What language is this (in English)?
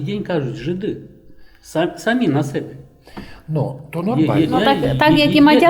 Rusyn